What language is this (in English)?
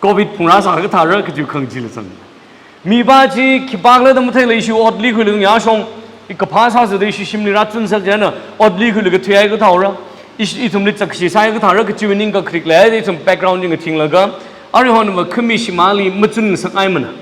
Tangkhul Naga (India)